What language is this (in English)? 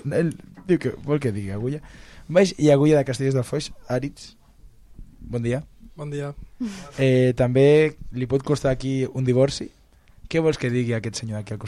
Catalan